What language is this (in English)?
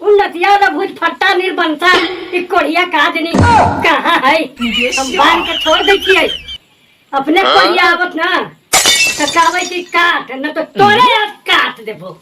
Magahi